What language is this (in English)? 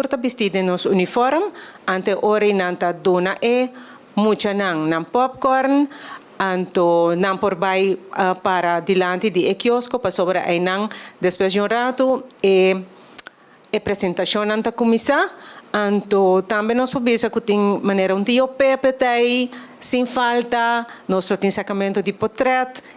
Papiamento